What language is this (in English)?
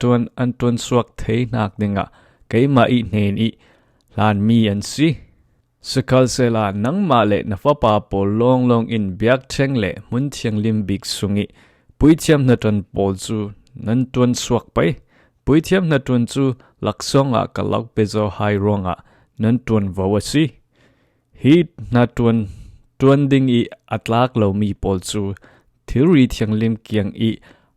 Falam Chin